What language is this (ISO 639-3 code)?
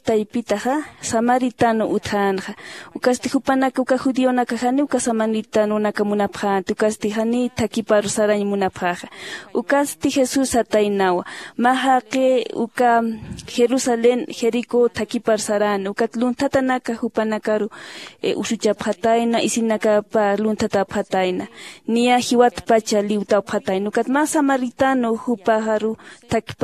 aym